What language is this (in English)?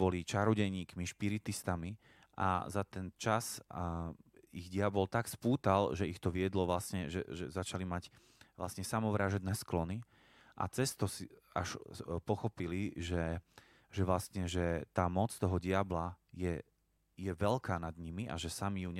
Slovak